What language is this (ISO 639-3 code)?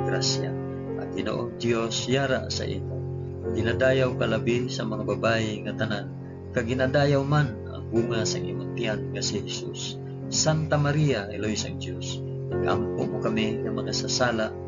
hil